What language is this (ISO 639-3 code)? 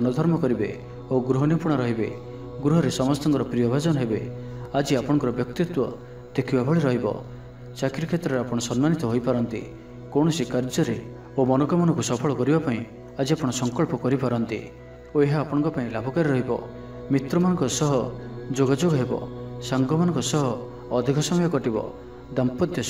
ori